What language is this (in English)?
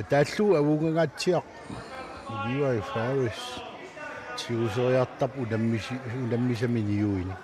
Kalaallisut